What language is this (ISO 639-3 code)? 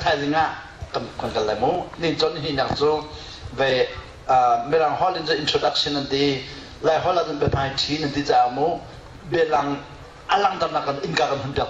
cnh